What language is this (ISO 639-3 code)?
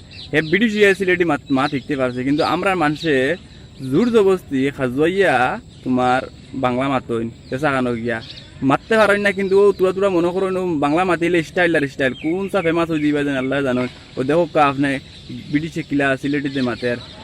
syl